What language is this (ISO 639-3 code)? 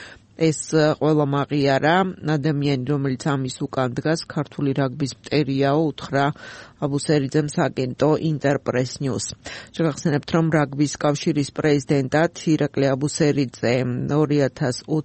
kat